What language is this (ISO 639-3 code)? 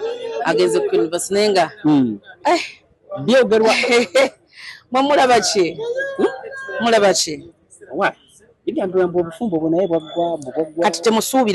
lug